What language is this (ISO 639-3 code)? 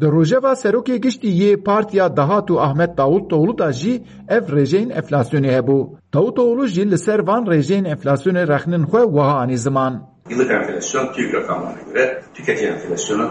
kur